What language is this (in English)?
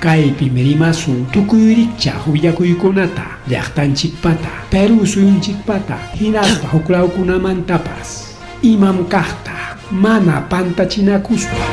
Ayacucho Quechua